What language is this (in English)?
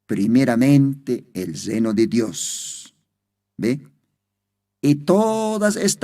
Aymara